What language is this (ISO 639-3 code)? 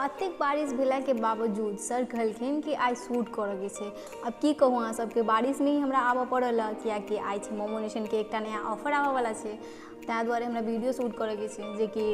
mai